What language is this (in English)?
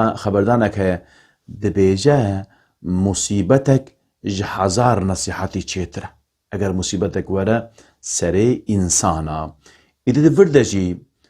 Kurdish